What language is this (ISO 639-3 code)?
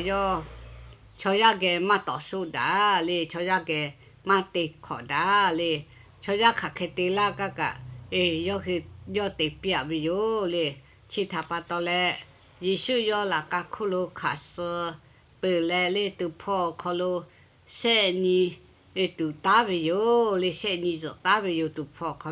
lhu